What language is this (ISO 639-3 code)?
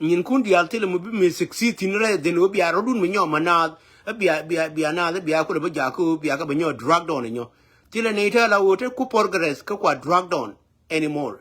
nus